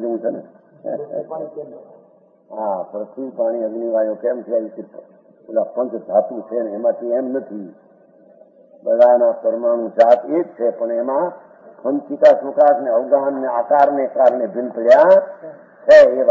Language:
Gujarati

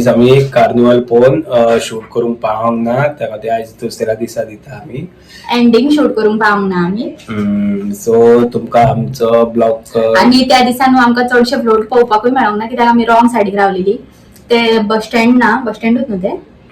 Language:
Konkani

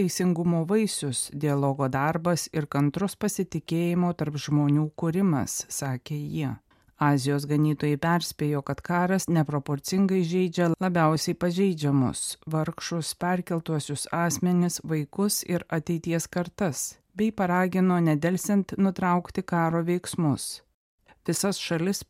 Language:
Lithuanian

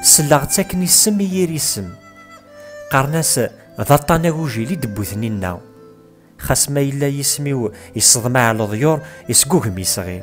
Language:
Kabyle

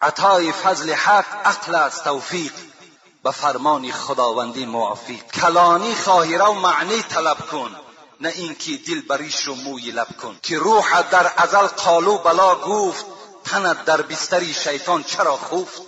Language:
Tajik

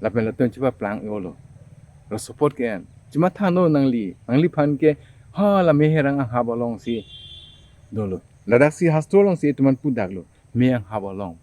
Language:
Karbi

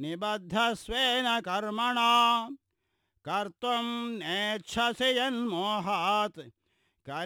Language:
Sanskrit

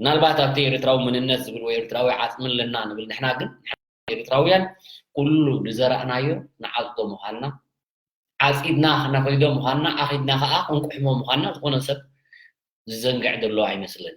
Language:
Tigrinya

